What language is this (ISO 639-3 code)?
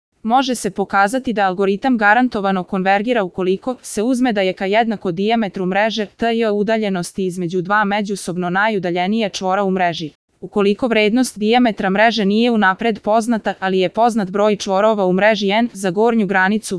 srp